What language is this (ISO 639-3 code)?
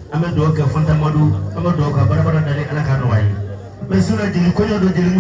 bam